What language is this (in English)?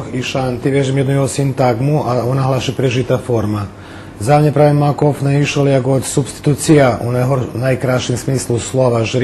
Rusyn